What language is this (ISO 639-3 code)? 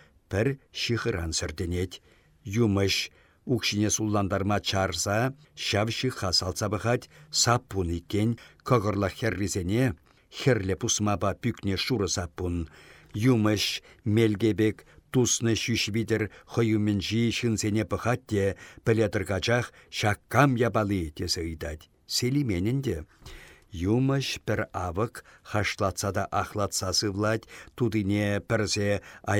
chv